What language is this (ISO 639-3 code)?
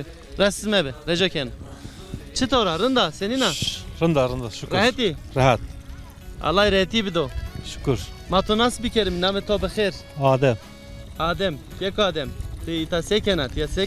zza